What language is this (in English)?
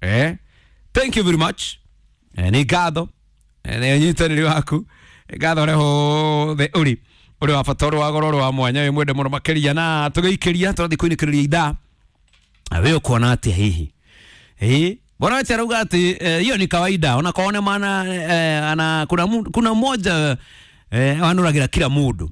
Kikuyu